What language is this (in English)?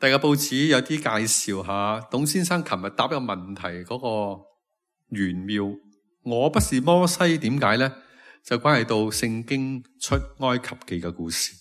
Cantonese